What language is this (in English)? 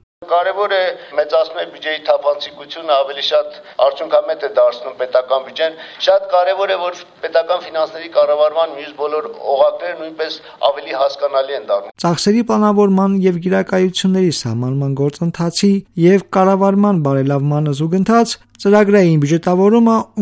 Armenian